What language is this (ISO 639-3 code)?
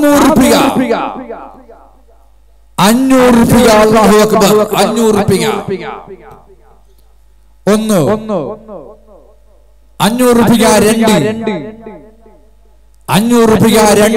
mal